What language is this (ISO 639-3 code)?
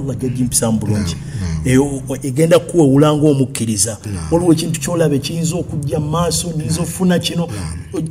lug